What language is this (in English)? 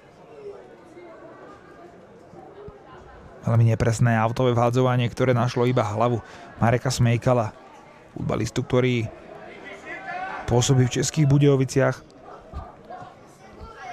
Slovak